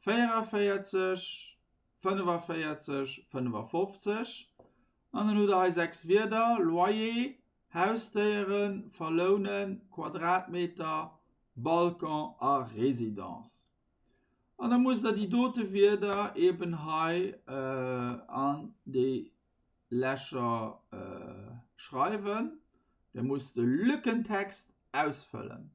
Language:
Luxembourgish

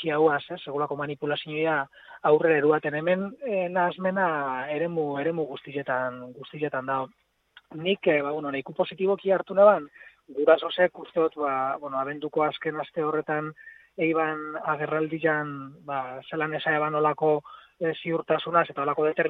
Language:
Basque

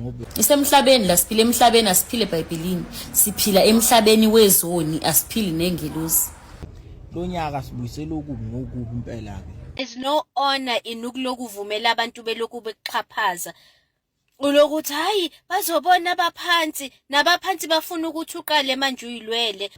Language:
Zulu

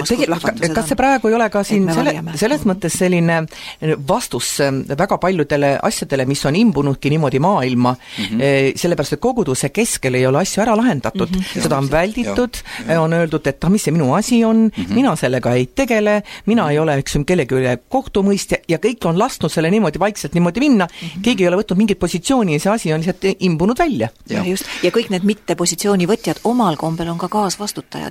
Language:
Estonian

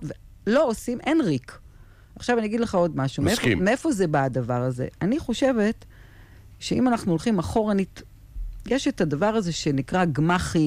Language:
Hebrew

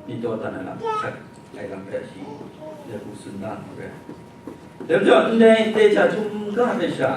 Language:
Kachin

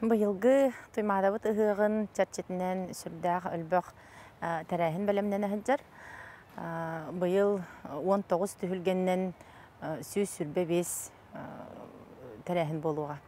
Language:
Yakut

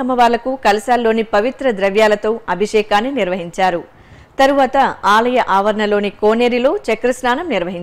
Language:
Telugu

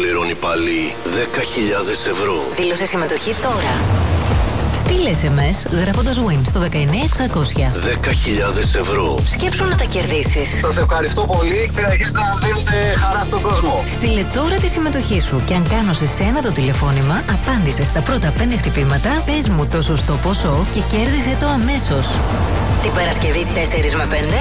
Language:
Greek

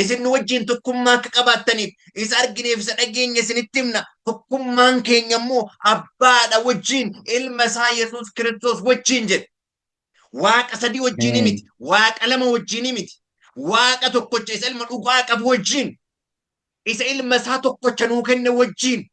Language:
Oromo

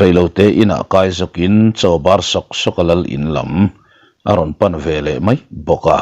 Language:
Mizo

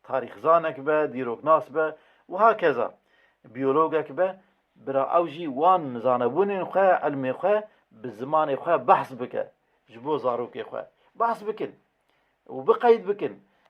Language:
Kurdish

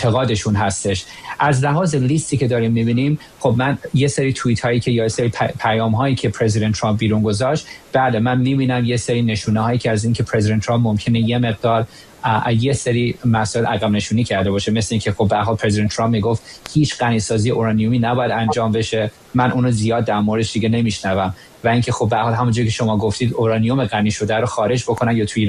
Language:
Persian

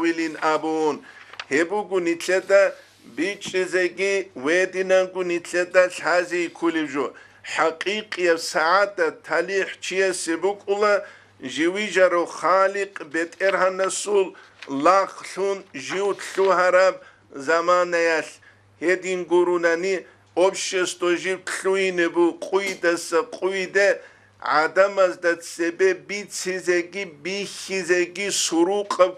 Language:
Avaric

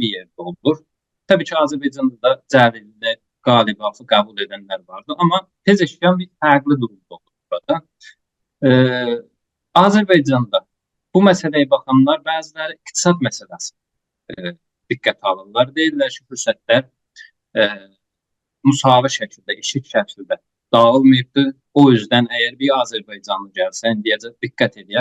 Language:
South Azerbaijani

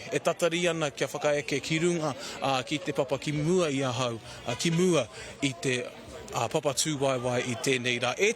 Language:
Māori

